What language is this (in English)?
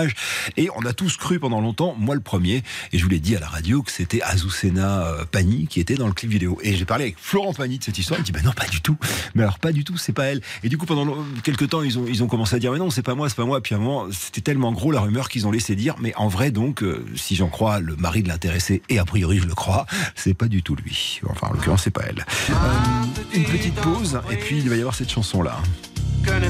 French